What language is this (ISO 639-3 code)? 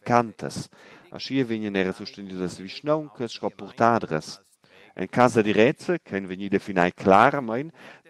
roh